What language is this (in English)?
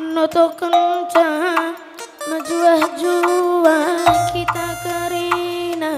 Batak Karo